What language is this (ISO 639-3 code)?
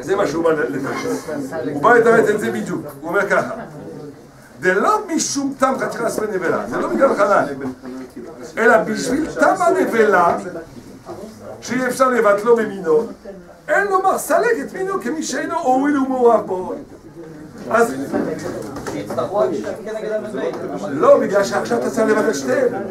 heb